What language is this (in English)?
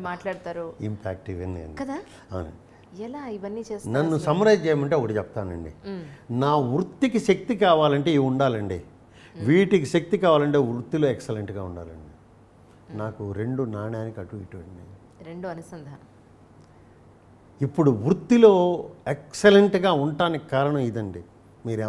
Telugu